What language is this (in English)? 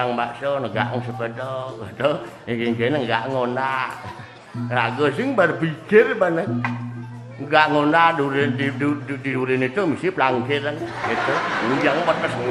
Balinese